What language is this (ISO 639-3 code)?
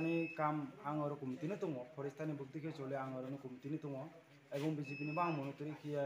trp